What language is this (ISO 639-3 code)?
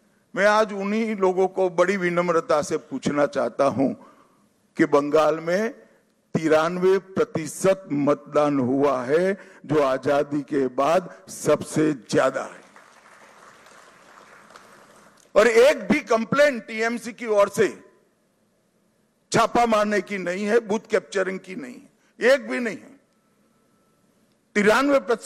hin